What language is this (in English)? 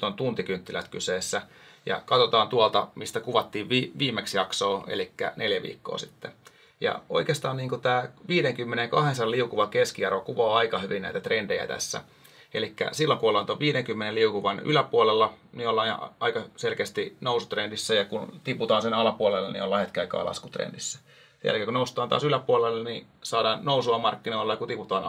Finnish